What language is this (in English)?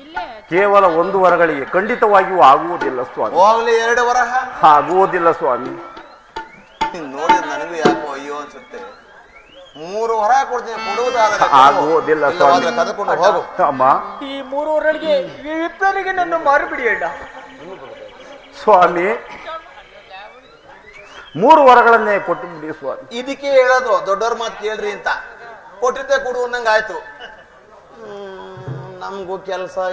Kannada